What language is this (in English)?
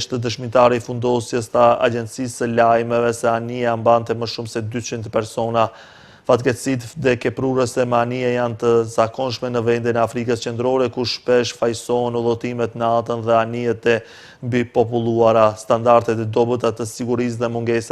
Albanian